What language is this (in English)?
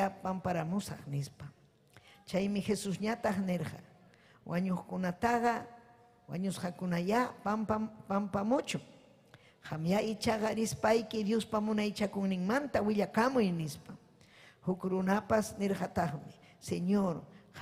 Ayacucho Quechua